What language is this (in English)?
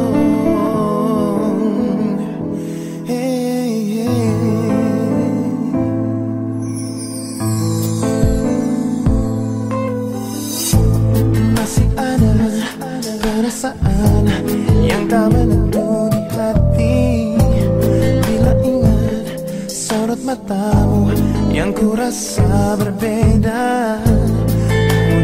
Indonesian